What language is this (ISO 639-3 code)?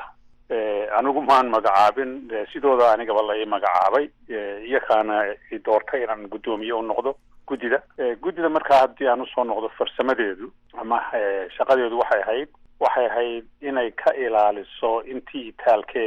som